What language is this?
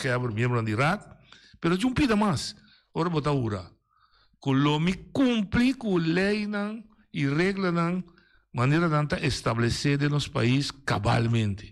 Papiamento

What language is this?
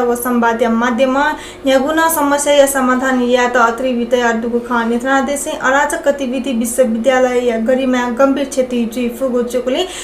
Newari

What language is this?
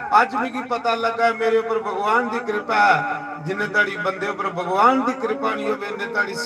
Dogri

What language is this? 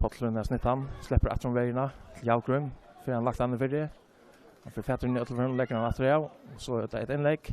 Faroese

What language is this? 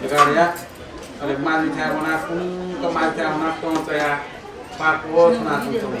Newari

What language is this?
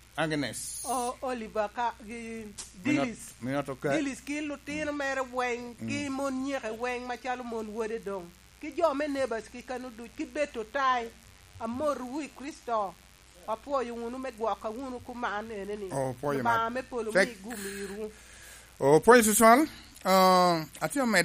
Lango (Uganda)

